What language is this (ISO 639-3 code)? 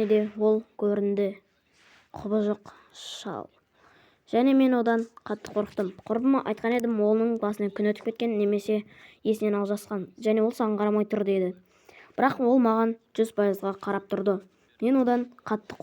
kaz